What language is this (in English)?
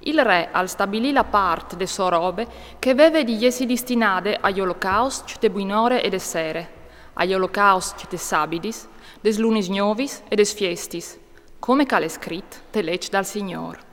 Friulian